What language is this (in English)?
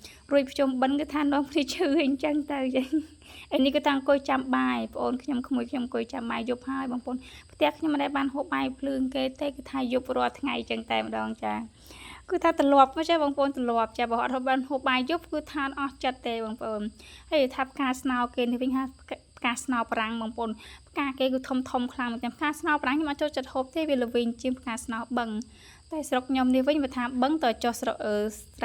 Khmer